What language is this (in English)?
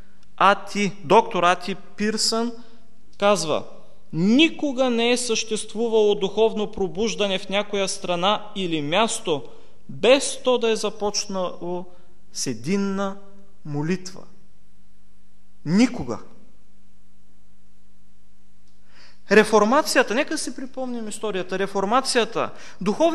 Bulgarian